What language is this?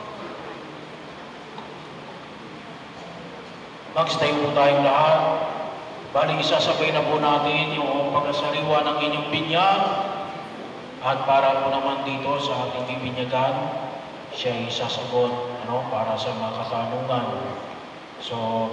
Filipino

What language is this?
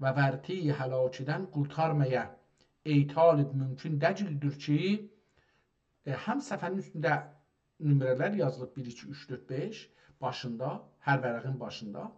South Azerbaijani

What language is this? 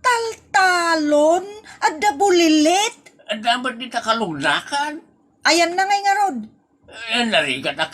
Iloko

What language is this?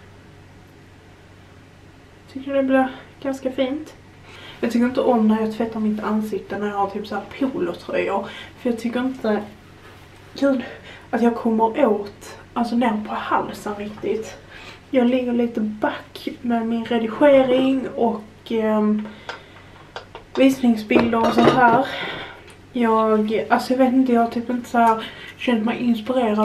Swedish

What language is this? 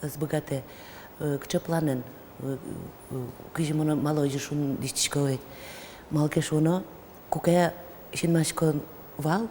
Udmurt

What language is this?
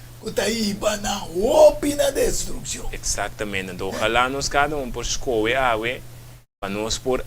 Papiamento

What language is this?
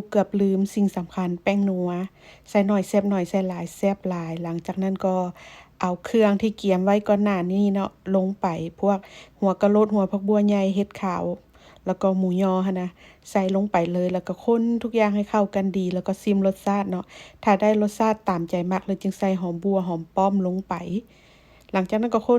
Lao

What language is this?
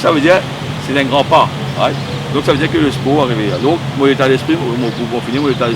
Morisyen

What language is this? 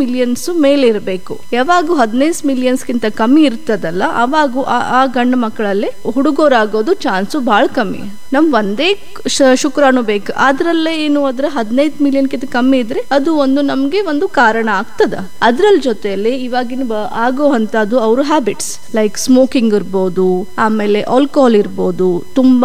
Kannada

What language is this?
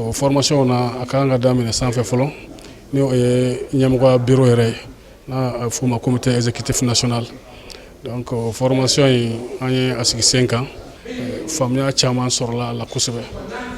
Bambara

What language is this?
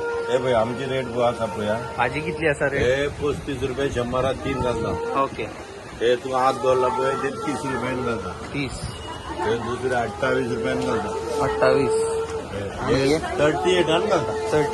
Konkani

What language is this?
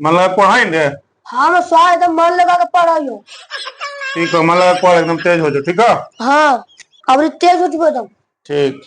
Magahi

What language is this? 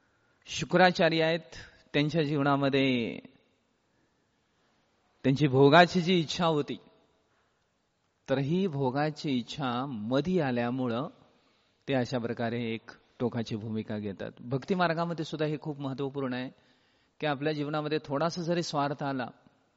Marathi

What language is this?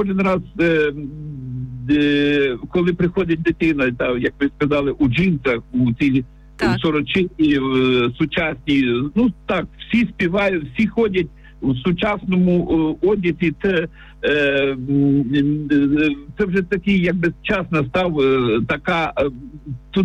Ukrainian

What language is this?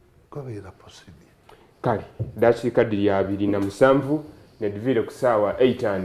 Soga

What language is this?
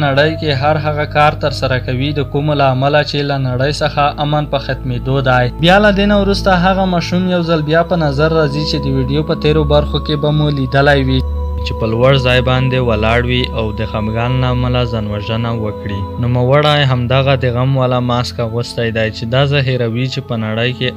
Pashto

